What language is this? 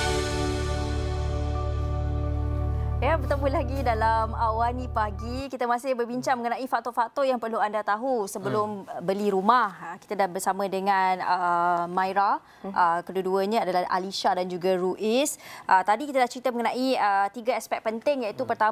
Malay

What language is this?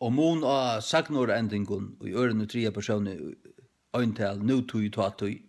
Faroese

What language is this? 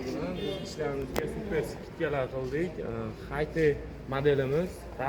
Uzbek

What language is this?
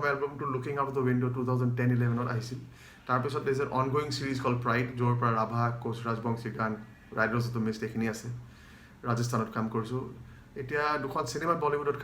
Assamese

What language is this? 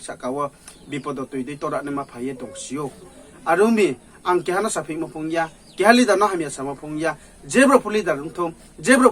Riang (India)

